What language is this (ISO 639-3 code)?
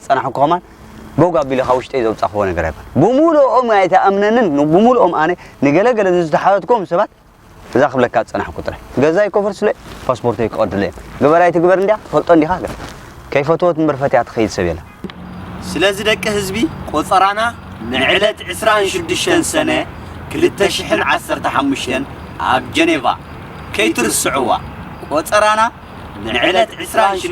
tir